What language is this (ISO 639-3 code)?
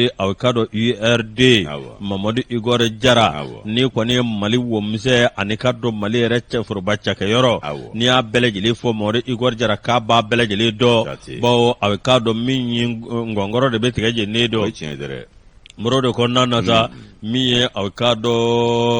bam